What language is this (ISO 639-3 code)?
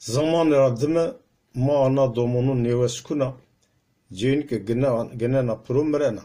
zza